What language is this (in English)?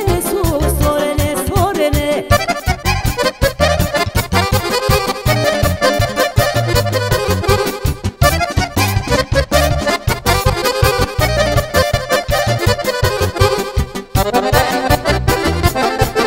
Serbian